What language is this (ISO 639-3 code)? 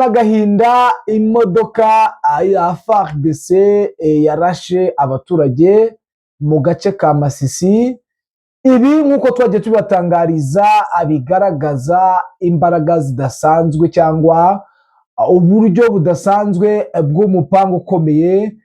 kin